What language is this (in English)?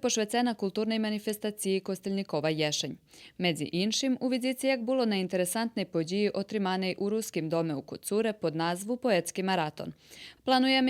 Rusyn